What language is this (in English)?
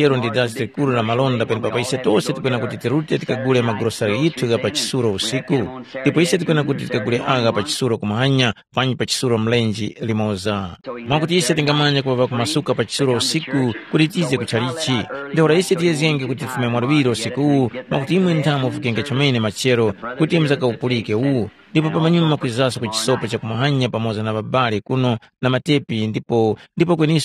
Tumbuka